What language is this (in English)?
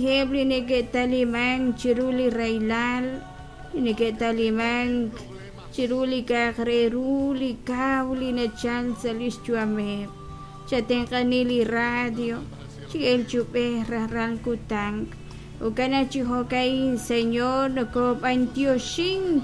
Kekchí